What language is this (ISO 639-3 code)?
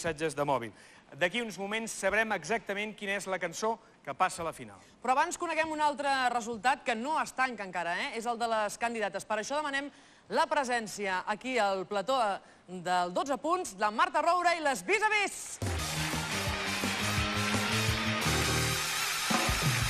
cat